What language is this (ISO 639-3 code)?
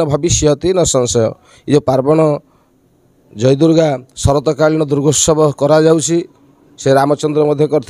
ori